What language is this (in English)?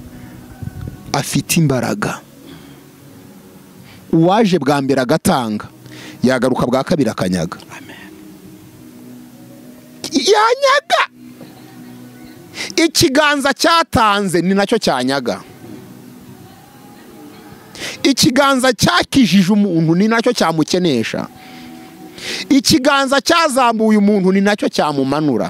Kinyarwanda